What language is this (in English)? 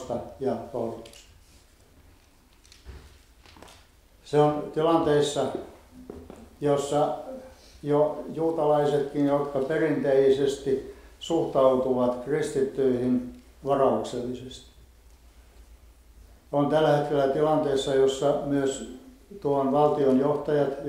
Finnish